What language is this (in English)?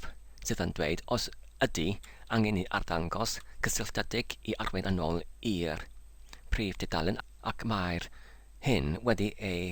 Welsh